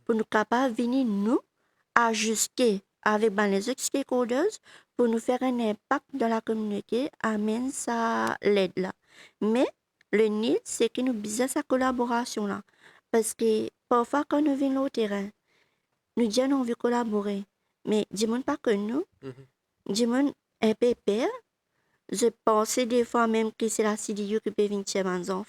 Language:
Morisyen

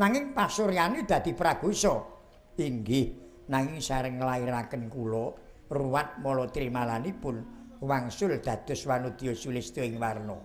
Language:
Javanese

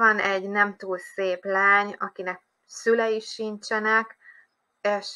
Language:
Hungarian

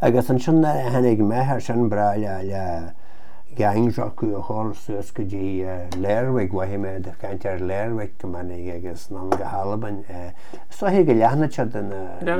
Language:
Irish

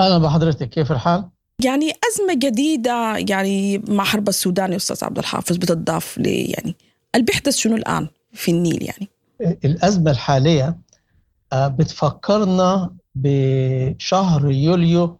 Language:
Sudanese Arabic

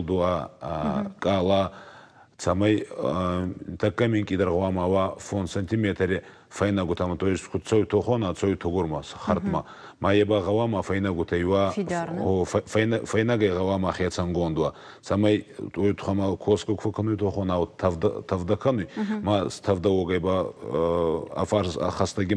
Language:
Ossetic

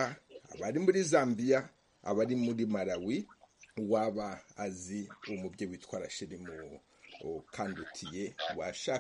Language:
Kinyarwanda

